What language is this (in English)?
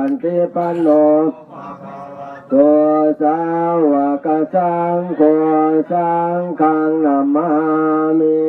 Pali